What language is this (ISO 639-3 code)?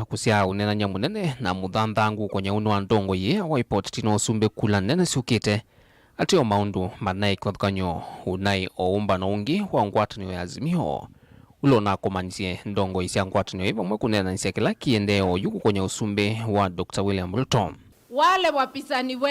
kam